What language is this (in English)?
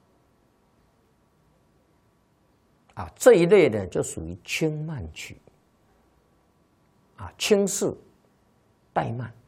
Chinese